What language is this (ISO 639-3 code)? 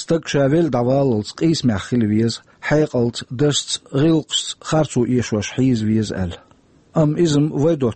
che